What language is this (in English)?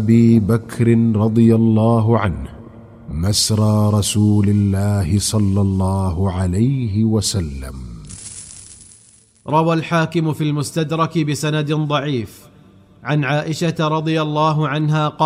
Arabic